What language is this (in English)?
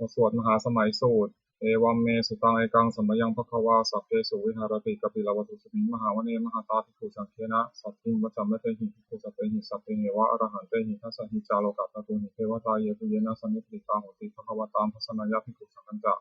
Pali